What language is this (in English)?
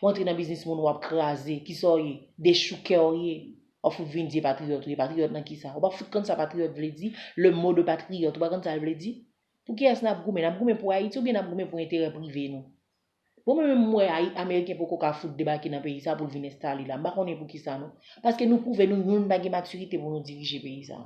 Haitian Creole